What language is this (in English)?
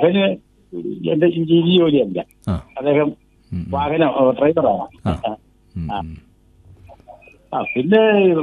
Malayalam